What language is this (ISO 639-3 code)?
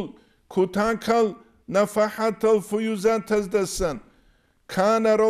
ava